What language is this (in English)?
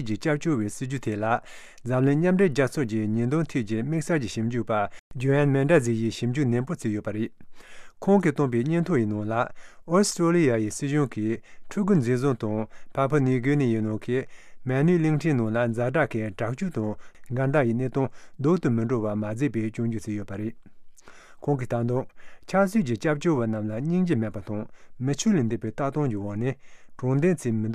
Tibetan